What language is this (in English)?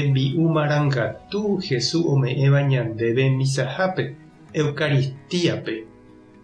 Guarani